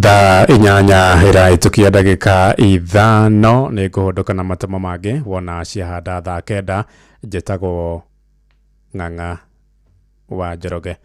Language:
Kikuyu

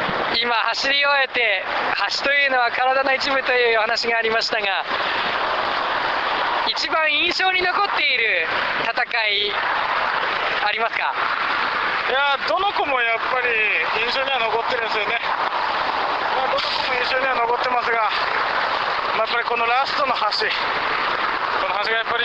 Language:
Japanese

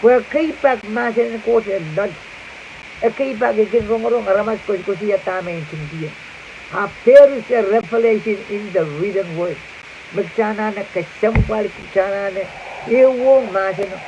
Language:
Pohnpeian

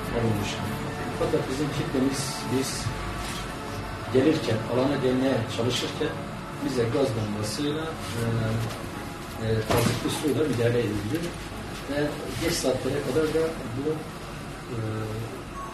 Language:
Turkish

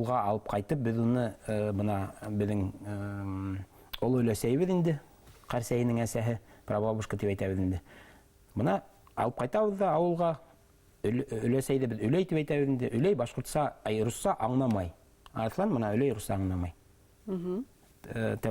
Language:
Bashkir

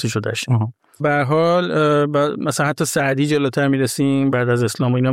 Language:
Persian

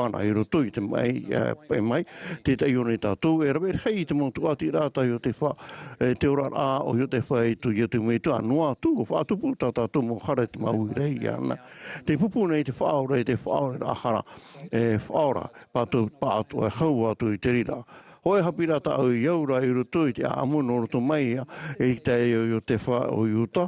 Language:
Tahitian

